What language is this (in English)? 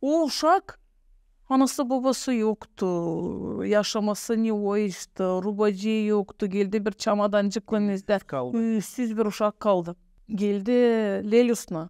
Gagauz